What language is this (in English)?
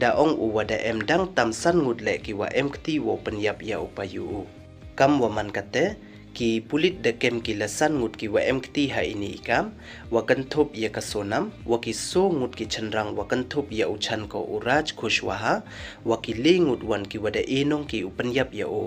Pnar